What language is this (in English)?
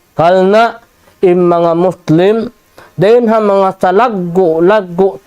Tausug